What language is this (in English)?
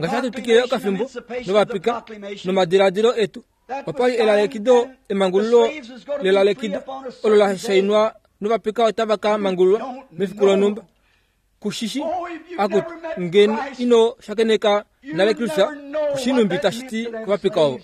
Kuanyama